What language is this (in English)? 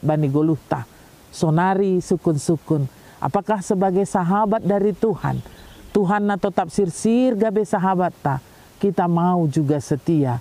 Batak Simalungun